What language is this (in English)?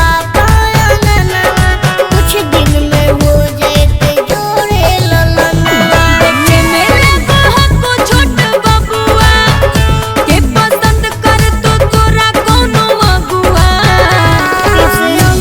Magahi